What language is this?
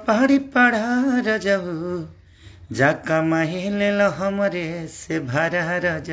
Bhojpuri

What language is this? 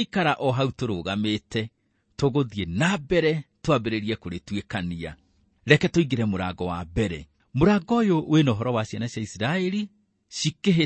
Kikuyu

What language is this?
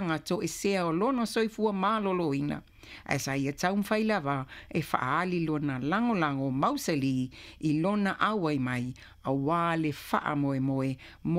Samoan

